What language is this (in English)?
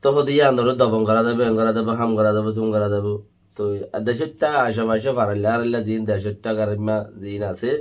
Rohingya